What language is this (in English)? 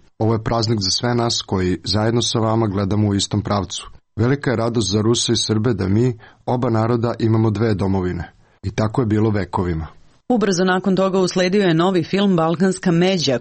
Serbian